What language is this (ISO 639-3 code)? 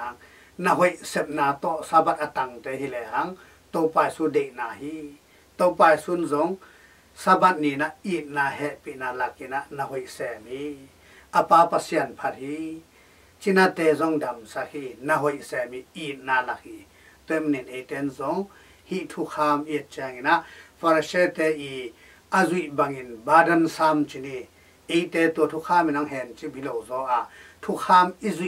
ctd